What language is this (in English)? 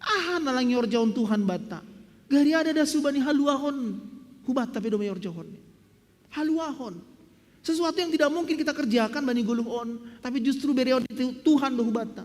Batak Simalungun